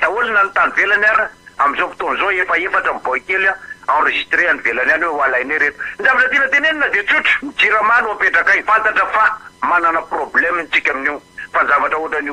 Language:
Malagasy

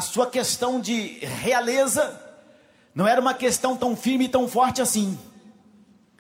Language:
Portuguese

